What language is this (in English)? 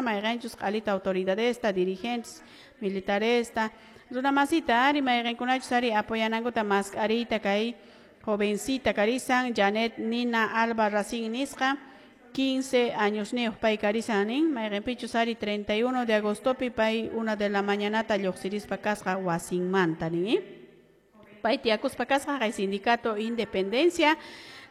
Quechua